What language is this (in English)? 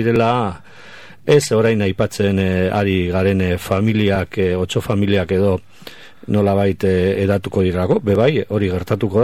Basque